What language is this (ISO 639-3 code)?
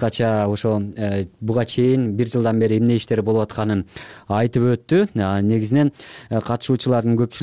kir